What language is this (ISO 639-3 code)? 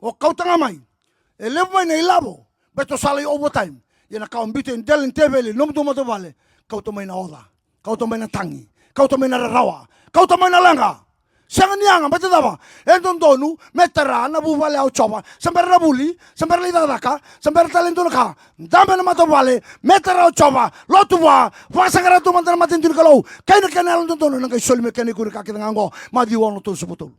fij